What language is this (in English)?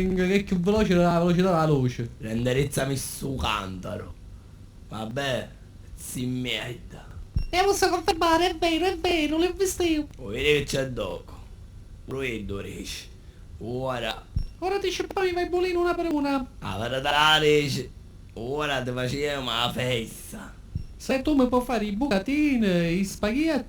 Sicilian